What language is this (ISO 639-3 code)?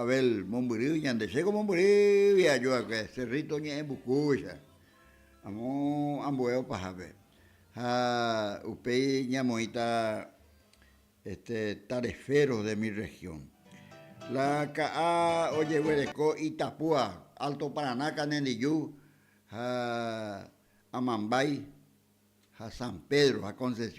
grn